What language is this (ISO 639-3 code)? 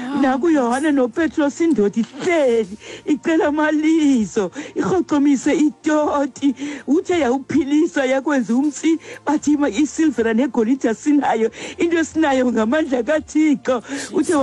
xho